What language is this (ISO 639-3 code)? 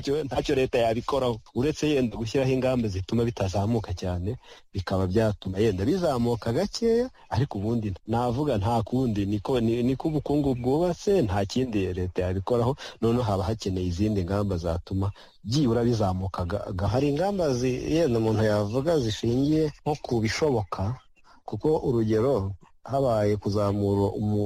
kin